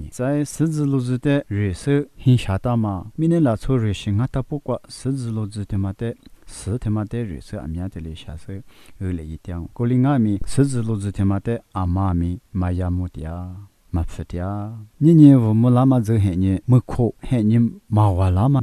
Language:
Lisu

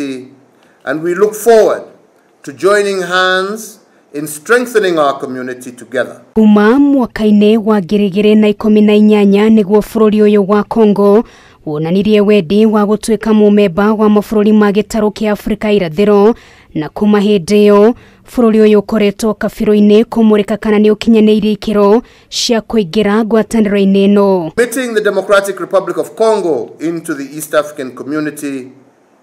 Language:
Kikuyu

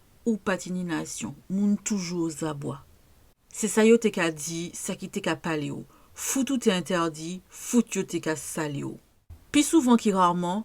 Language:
Guadeloupean Creole French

